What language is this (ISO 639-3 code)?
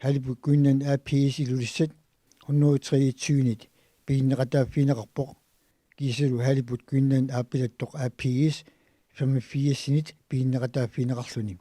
kal